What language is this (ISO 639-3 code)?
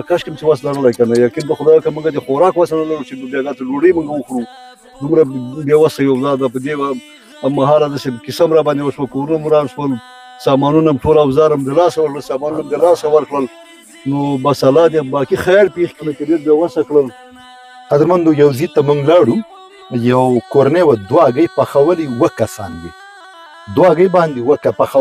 pus